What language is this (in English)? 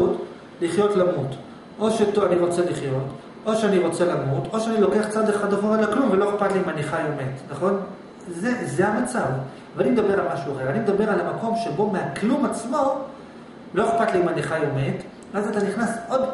Hebrew